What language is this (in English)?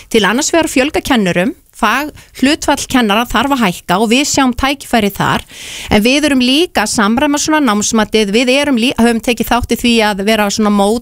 Icelandic